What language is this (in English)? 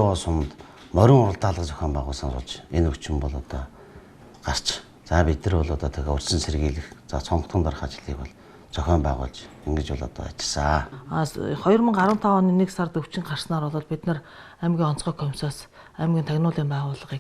Mongolian